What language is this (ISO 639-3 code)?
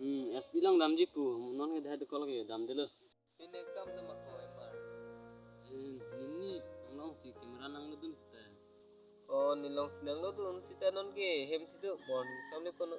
mjw